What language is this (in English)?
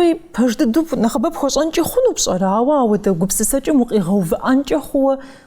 Kabardian